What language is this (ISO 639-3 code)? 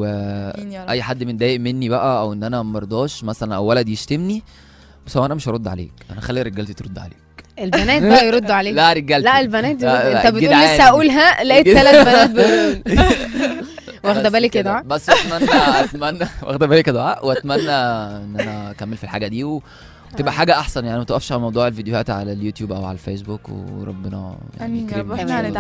arz